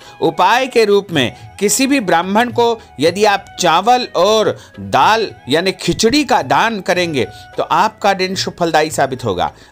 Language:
Hindi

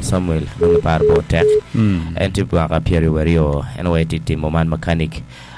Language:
Acoli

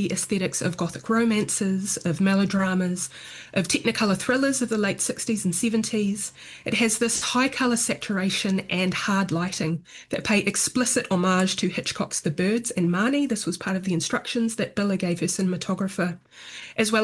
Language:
English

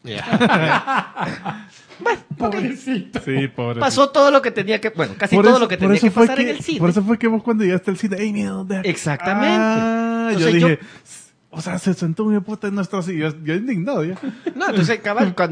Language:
Spanish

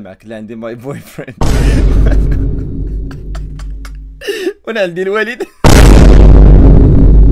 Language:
Moroccan Arabic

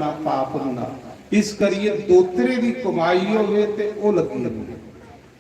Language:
Dogri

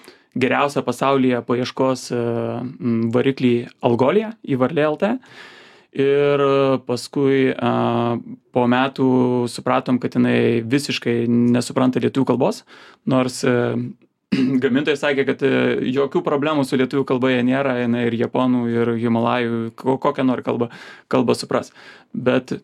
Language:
Lithuanian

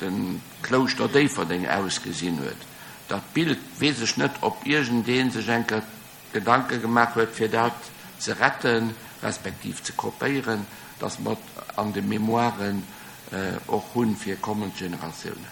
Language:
Luxembourgish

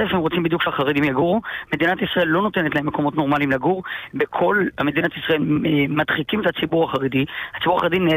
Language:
Hebrew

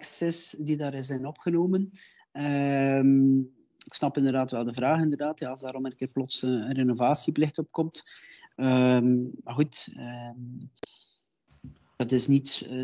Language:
Dutch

